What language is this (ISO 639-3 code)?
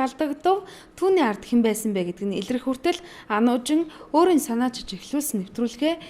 mon